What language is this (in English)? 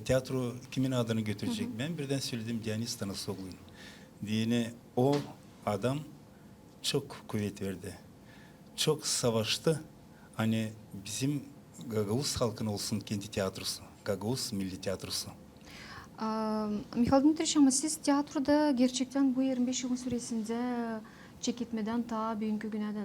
Gagauz